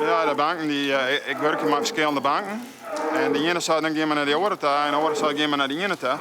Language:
Western Frisian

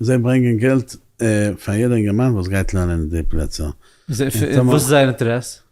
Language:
Yiddish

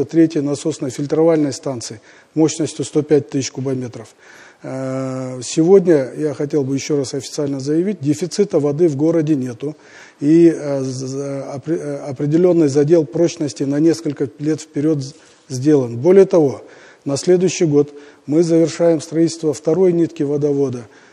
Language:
Russian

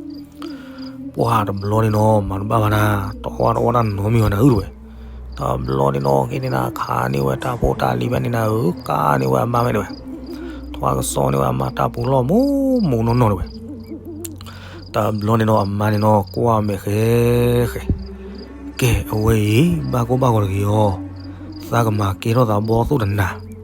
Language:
S'gaw Karen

